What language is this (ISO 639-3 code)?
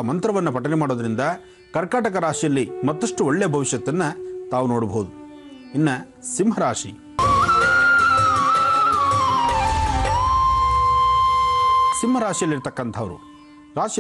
kan